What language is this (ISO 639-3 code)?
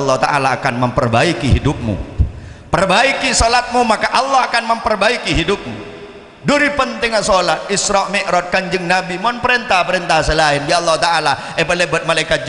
mad